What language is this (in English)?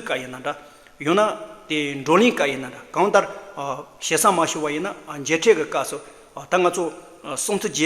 Tibetan